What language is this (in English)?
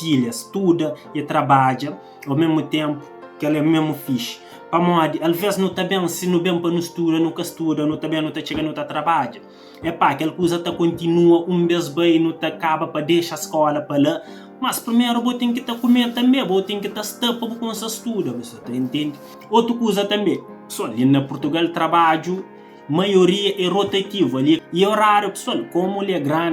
Kabuverdianu